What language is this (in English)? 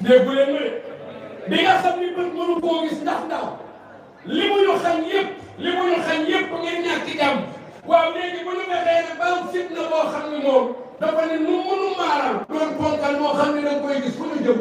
Wolof